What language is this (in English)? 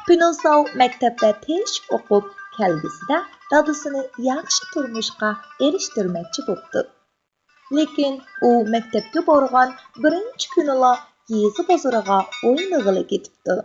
Uyghur